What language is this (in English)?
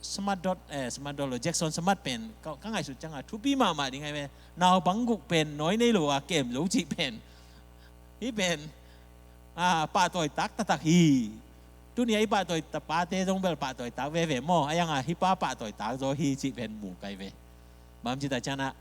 Tedim Chin